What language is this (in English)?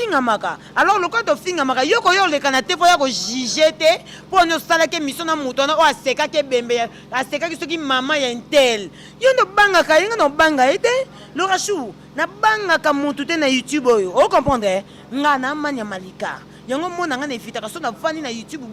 Lingala